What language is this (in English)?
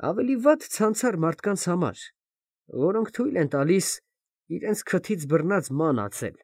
Armenian